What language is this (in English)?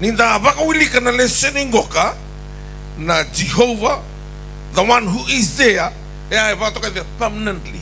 Fijian